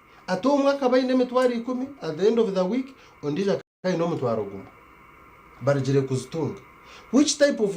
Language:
Nyankole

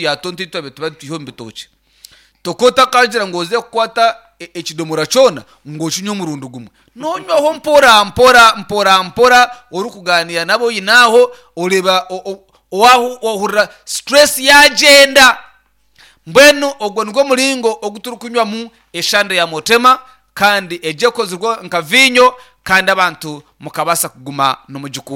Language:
Nyankole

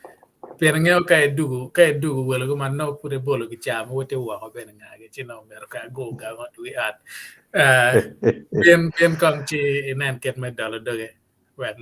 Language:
Acoli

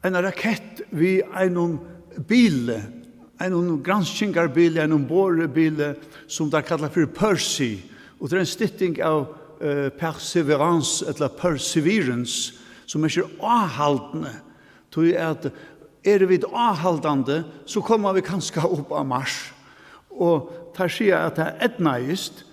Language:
Faroese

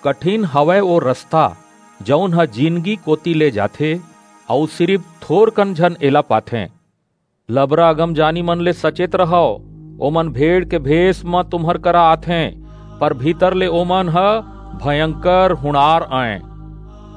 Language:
Chhattisgarhi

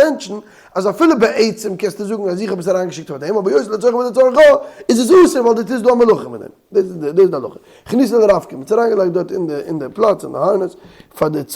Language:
Yiddish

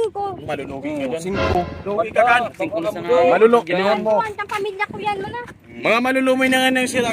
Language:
Bikol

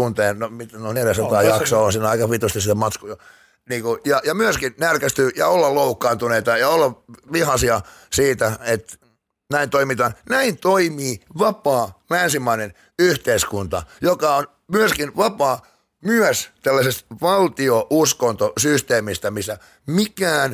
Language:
Finnish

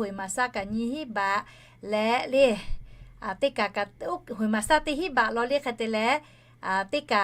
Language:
Lahu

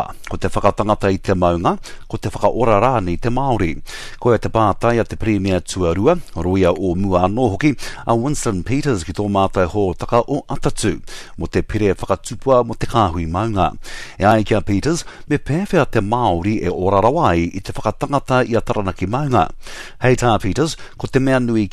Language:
Māori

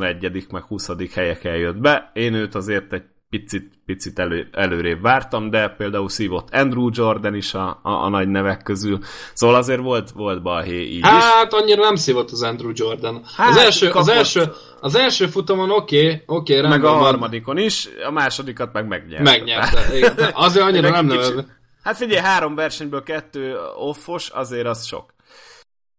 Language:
Hungarian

